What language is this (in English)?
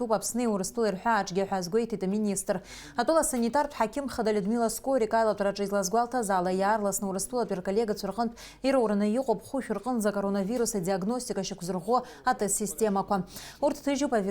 Abkhazian